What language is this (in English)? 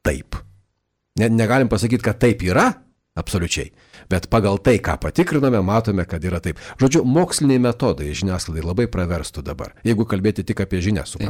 Lithuanian